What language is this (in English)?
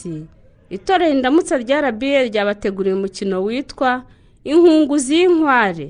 Kinyarwanda